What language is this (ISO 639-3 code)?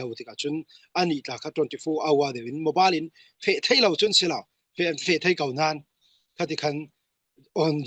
cfm